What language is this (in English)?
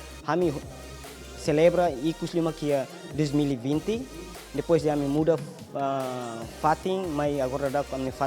Tetum